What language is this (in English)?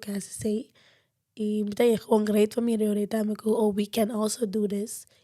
Papiamento